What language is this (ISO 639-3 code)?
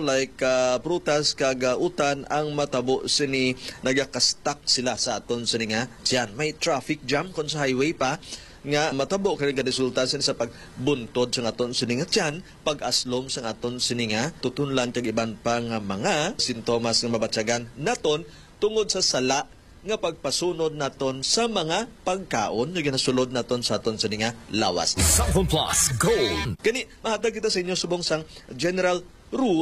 hil